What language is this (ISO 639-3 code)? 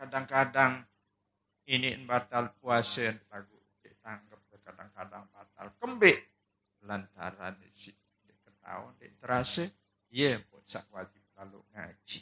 sas